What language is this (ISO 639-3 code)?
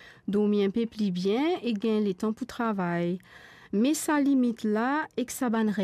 mfe